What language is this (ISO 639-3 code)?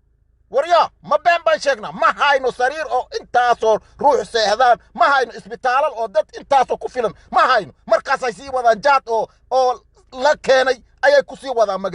som